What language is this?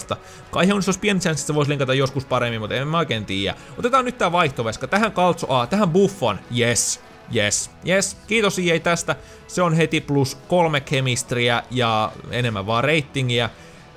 Finnish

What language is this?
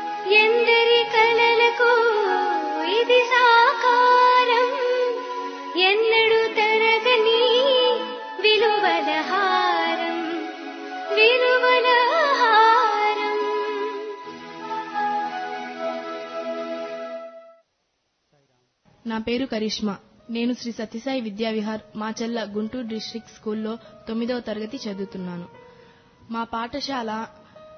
Telugu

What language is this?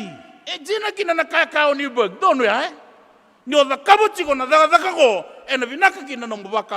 Fijian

